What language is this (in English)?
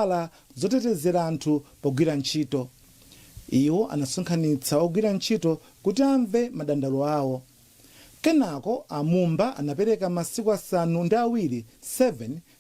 Nyanja